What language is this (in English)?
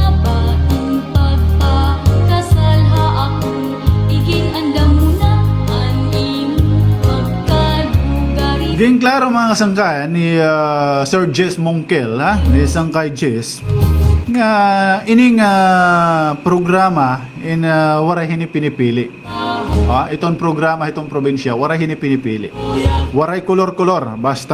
Waray